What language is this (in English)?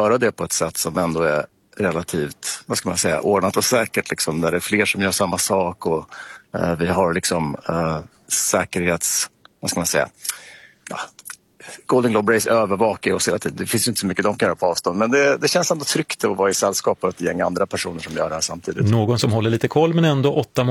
Swedish